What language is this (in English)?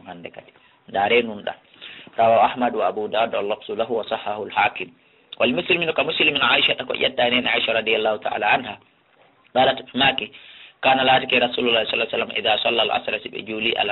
Fula